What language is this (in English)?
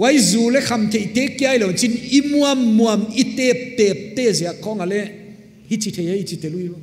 Paite Chin